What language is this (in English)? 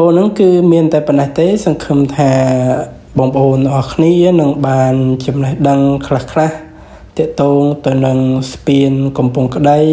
Khmer